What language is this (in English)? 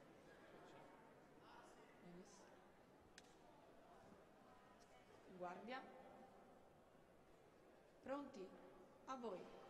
Italian